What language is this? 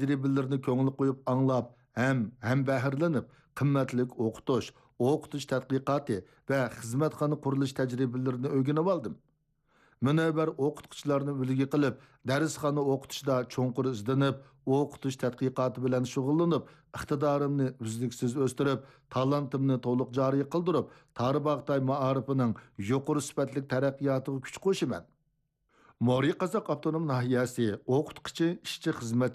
Uyghur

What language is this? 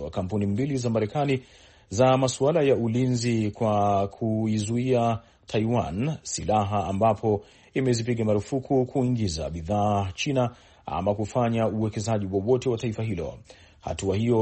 Swahili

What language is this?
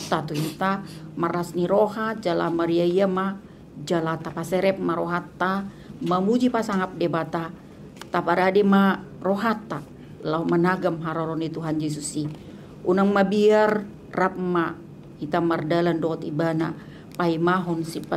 Batak Toba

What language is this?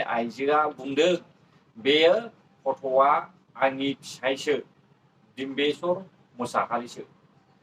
Bodo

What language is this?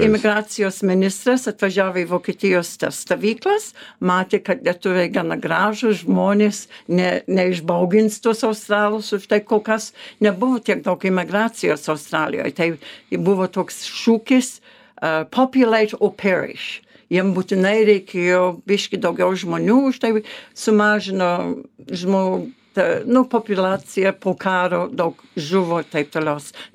Lithuanian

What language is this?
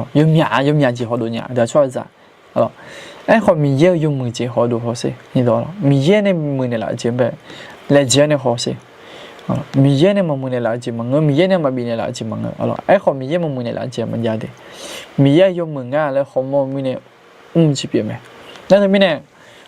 Akha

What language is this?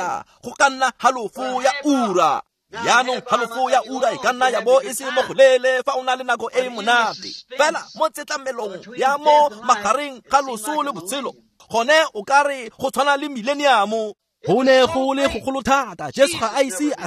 Tswana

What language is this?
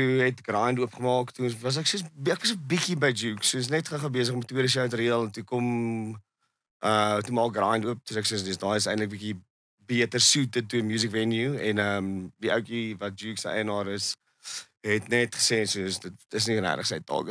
Afrikaans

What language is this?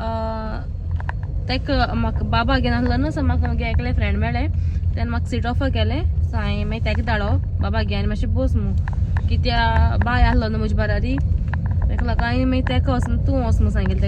Konkani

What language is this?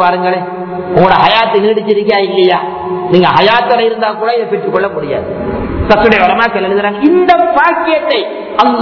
Tamil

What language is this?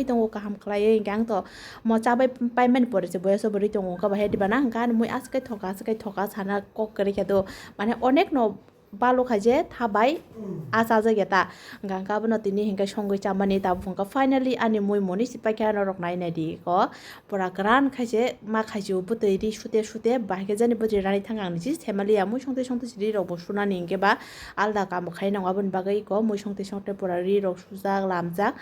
Kok Borok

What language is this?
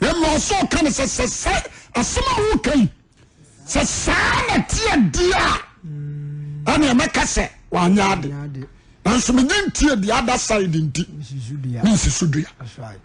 Akan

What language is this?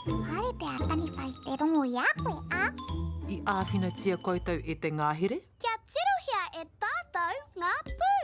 Māori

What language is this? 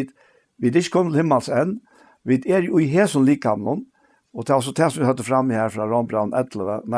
Faroese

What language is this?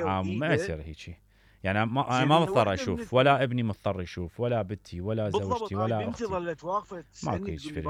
Mesopotamian Arabic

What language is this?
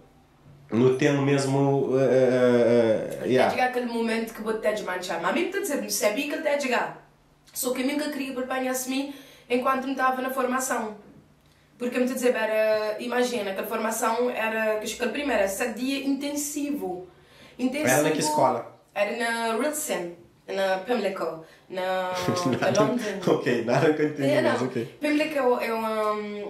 Kabuverdianu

